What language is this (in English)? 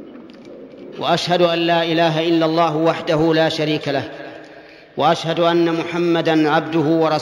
Arabic